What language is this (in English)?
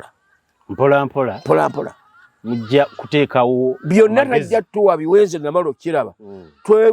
Ganda